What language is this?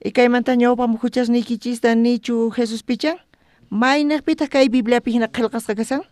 South Bolivian Quechua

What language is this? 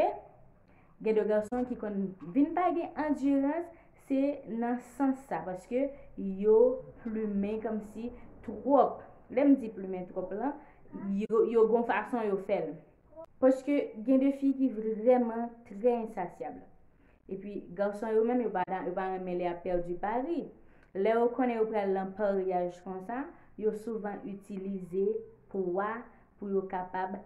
Haitian Creole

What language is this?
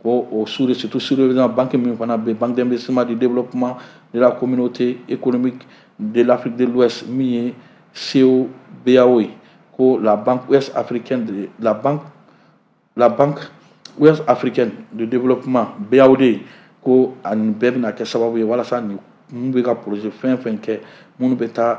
Bambara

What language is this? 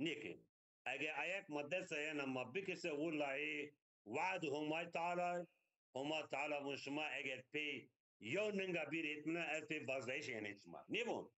Zaza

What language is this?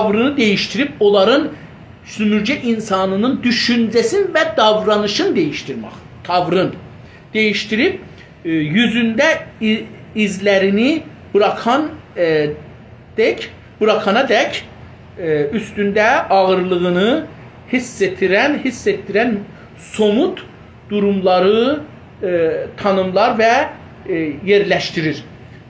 South Azerbaijani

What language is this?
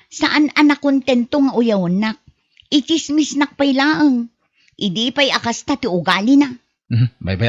Iloko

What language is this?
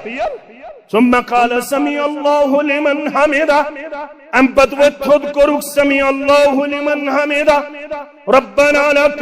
Kashmiri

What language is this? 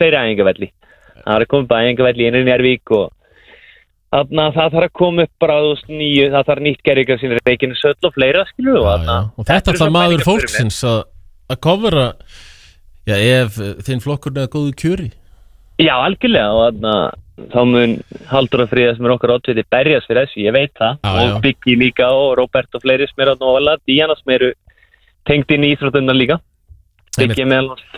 Icelandic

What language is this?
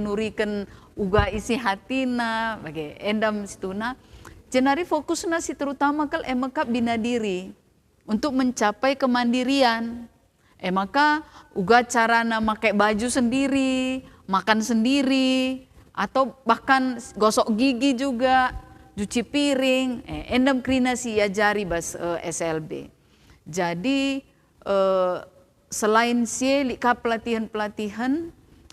Batak Karo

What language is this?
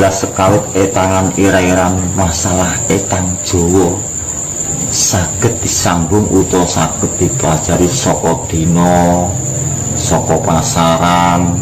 Javanese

